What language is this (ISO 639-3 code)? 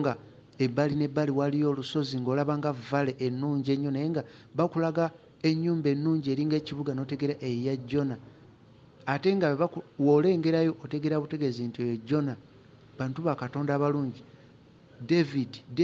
lug